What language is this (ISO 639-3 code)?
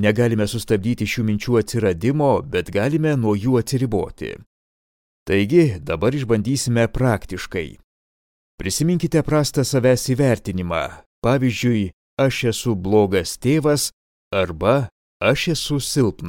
lit